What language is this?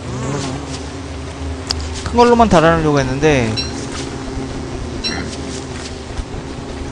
Korean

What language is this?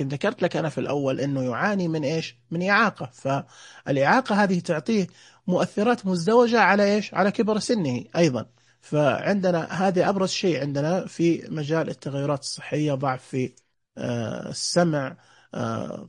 Najdi Arabic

